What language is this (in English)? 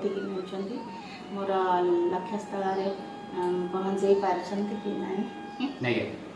Odia